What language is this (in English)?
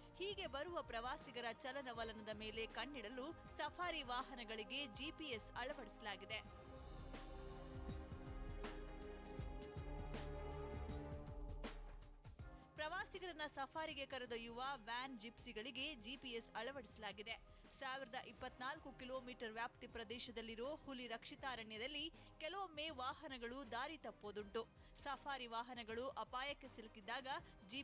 Kannada